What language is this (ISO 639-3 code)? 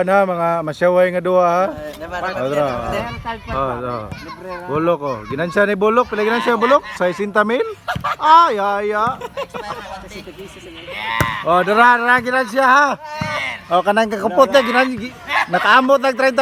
ceb